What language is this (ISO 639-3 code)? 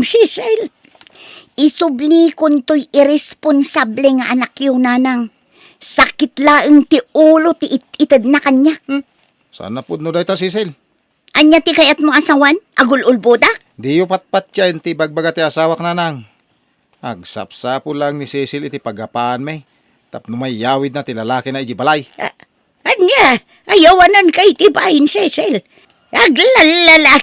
ilo